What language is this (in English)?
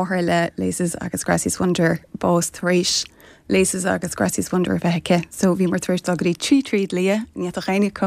Irish